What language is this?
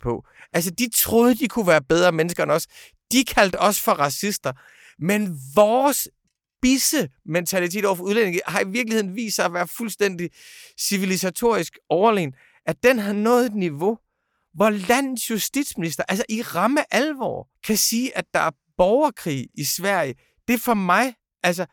Danish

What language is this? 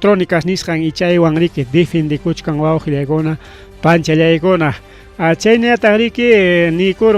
Ayacucho Quechua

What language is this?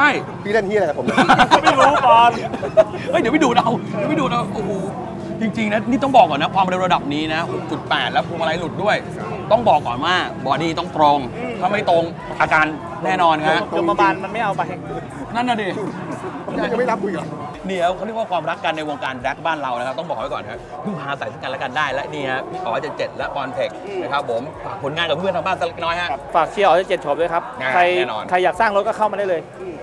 Thai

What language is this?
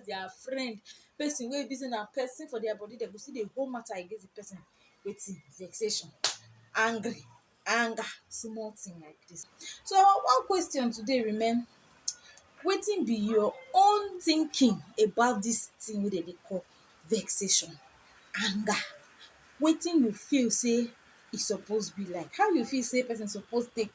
Nigerian Pidgin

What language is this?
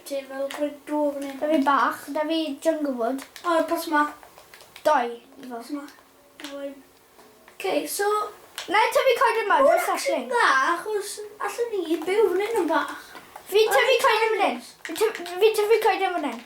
Welsh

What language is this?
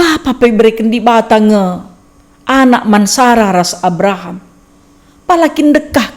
Batak Karo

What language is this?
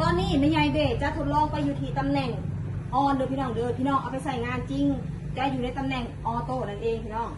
Northeastern Thai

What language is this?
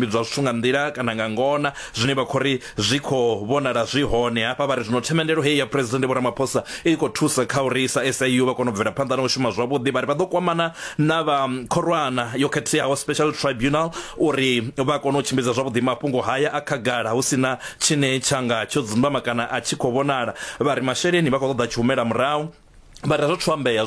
Venda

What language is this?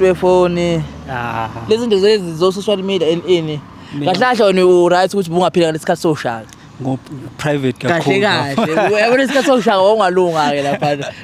Zulu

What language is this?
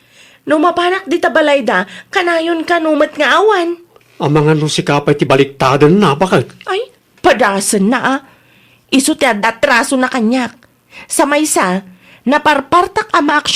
Iloko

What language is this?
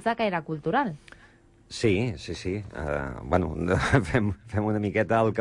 Catalan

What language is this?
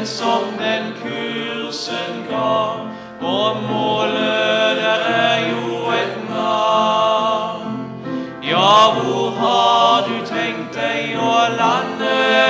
Norwegian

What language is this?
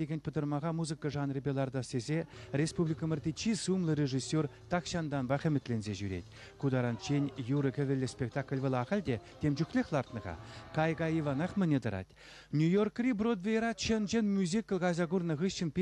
Chuvash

